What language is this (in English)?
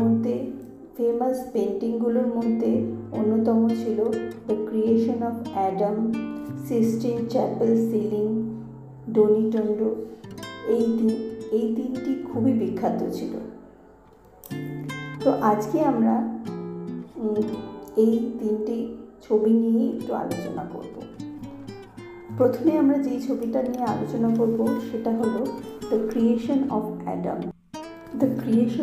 Bangla